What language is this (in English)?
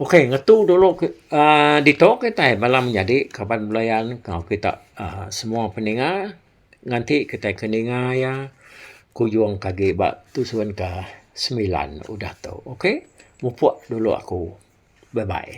Iban